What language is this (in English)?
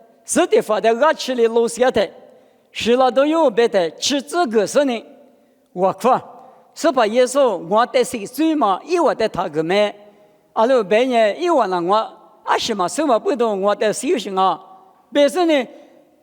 Lisu